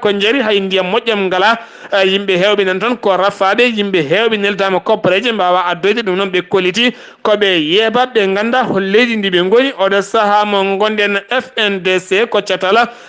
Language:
Fula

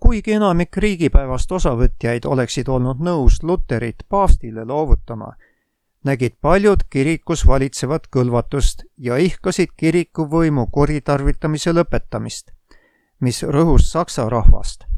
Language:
Estonian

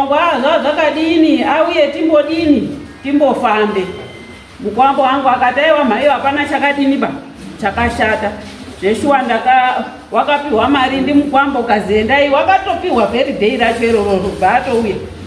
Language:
Shona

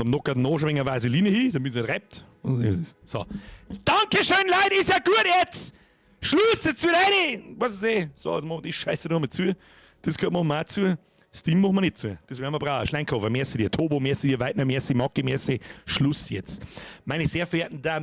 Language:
Bavarian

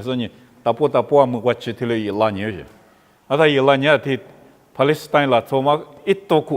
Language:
Lisu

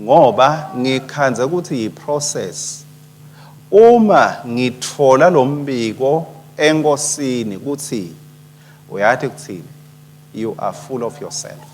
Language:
Swati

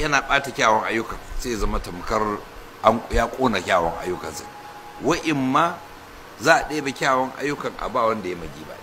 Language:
Hausa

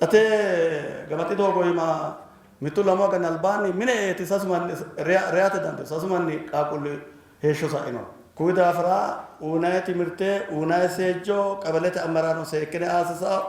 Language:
Sidamo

